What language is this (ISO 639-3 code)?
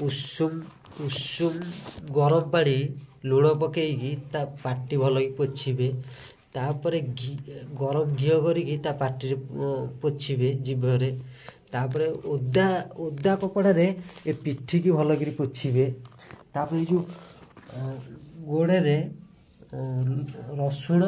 ori